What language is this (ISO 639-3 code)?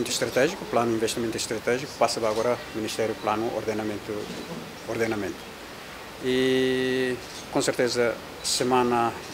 tet